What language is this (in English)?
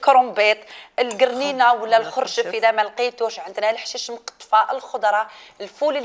Algerian Arabic